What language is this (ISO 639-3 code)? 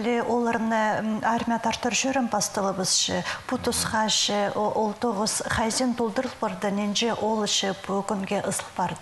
kjh